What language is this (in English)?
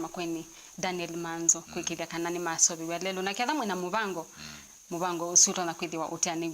Kamba